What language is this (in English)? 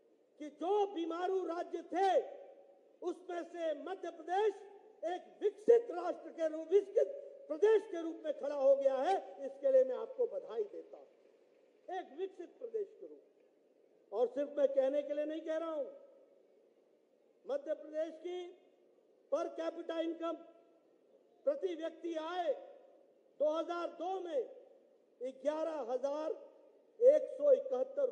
Hindi